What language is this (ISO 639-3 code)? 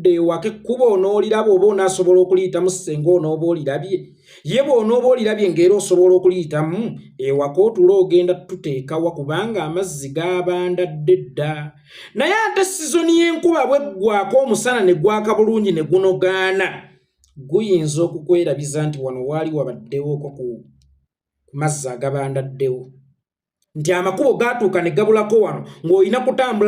lug